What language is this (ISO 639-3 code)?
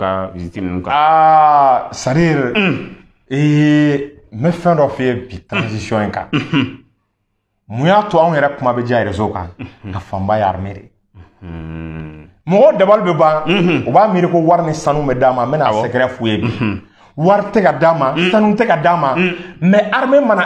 bam